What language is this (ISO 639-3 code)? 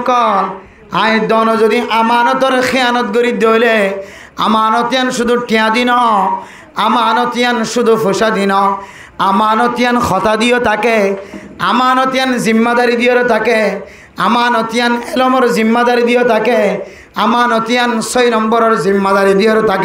rhg